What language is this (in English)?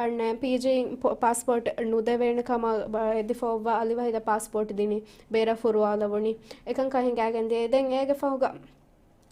Divehi